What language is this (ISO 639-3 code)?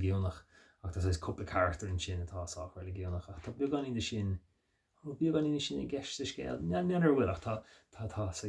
gle